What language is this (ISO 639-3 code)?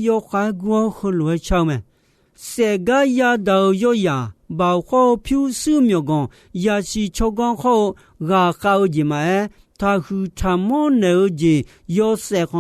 ahk